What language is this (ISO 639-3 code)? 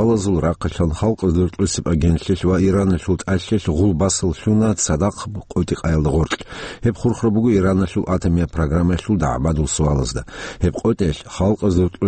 ava